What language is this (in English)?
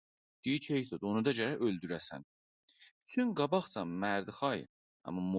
South Azerbaijani